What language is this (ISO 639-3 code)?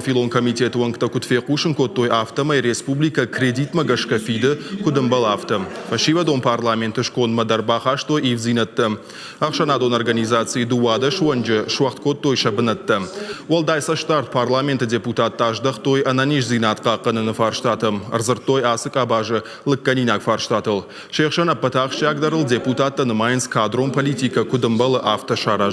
oss